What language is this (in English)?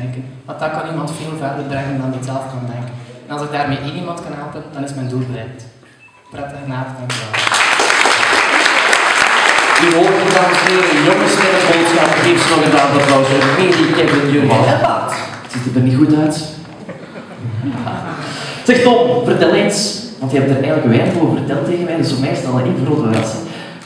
Dutch